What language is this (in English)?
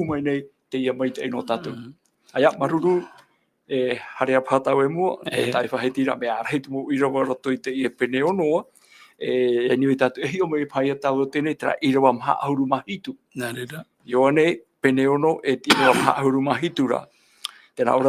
Tahitian